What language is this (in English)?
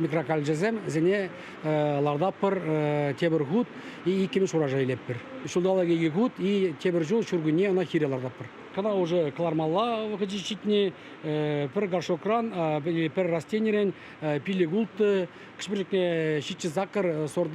Chuvash